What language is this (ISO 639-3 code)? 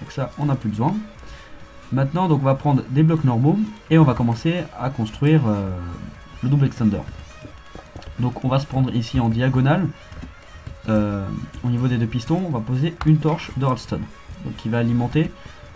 fra